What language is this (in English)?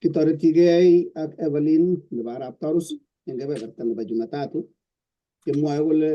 Kalenjin